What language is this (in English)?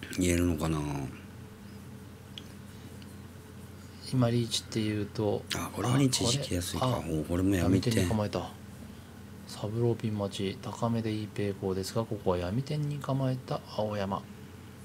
Japanese